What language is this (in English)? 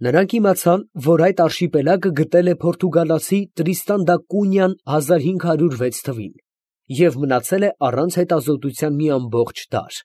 Armenian